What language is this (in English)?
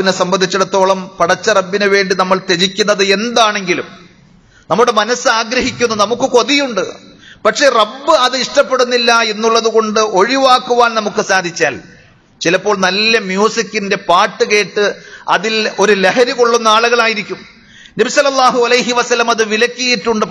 Malayalam